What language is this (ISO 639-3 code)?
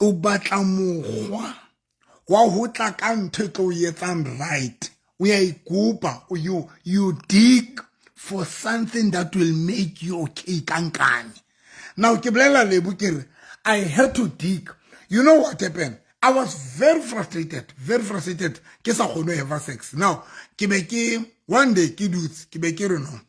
sot